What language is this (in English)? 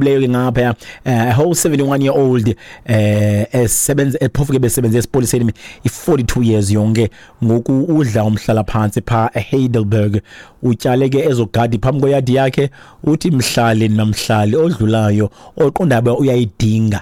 Xhosa